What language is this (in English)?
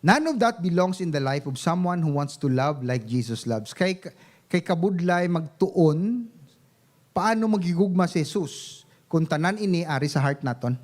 Hiligaynon